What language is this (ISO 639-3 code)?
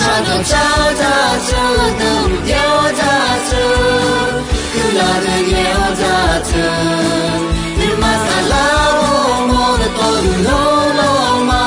ahk